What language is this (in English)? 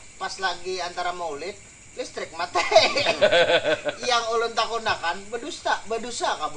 Banjar